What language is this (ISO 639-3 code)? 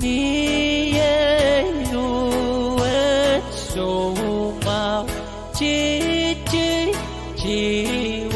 pon